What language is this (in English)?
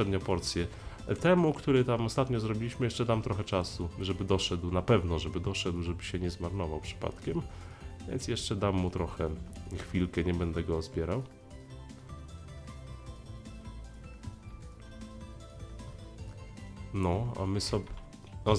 Polish